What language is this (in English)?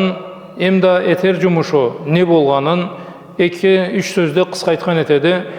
Karachay-Balkar